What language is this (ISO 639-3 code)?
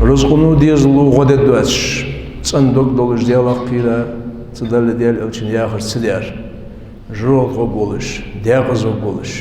inh